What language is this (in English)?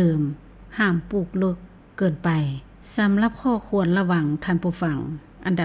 Lao